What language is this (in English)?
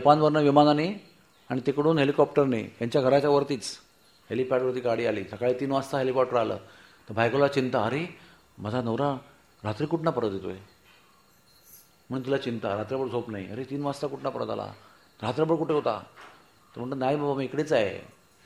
Marathi